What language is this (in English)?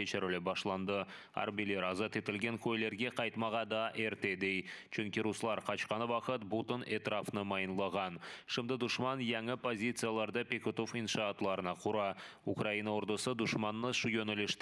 Crimean Tatar